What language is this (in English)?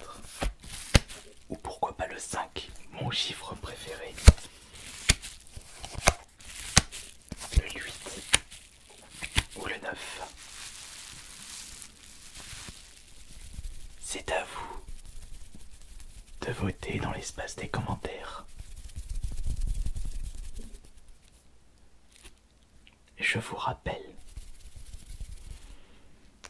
French